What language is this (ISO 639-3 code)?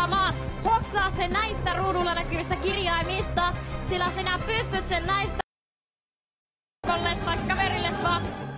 fin